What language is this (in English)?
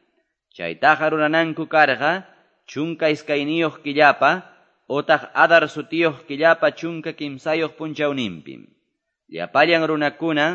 Quechua